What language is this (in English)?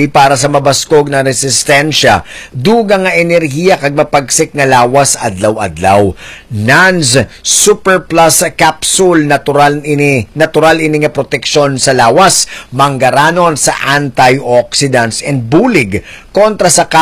Hiligaynon